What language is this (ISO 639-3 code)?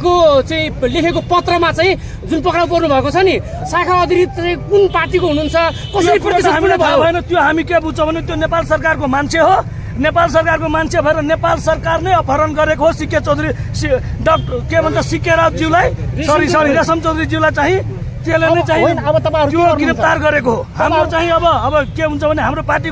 nep